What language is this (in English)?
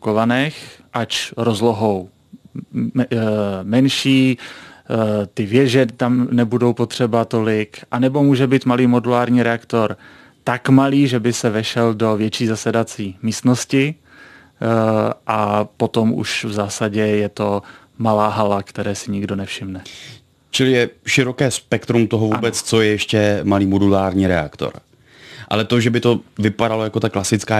Czech